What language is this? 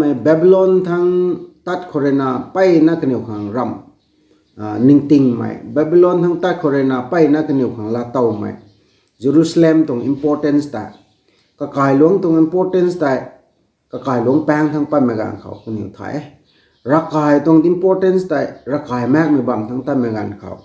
Rongmei Naga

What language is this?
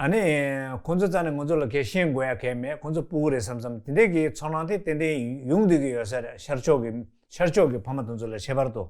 Tibetan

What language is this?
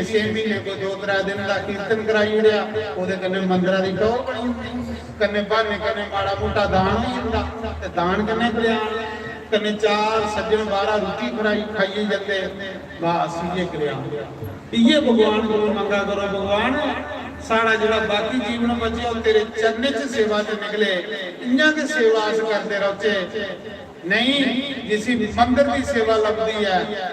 Dogri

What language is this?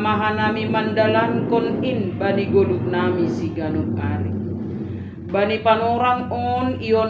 Batak Simalungun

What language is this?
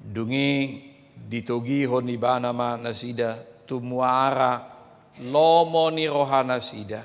Batak Toba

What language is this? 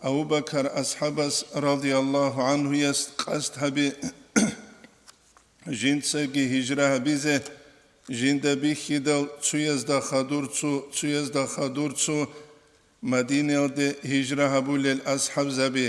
Avaric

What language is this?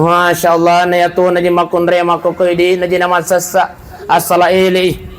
Buginese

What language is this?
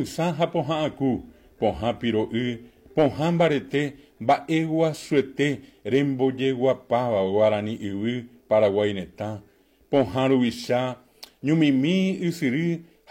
Guarani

